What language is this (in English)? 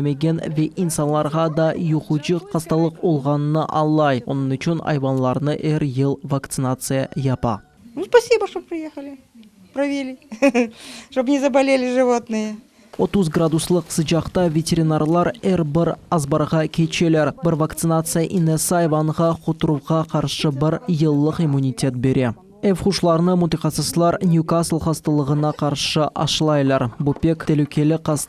Crimean Tatar